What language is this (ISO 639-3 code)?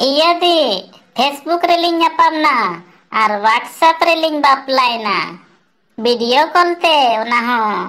sat